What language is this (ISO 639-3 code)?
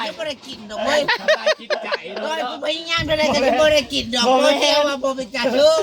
tts